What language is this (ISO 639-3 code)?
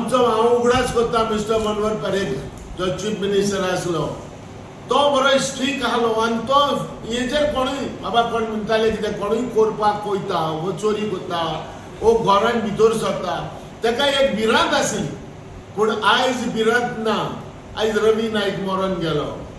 kok